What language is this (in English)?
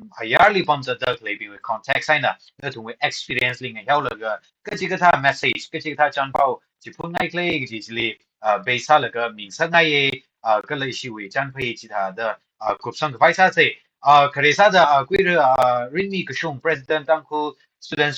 Tangkhul Naga (India)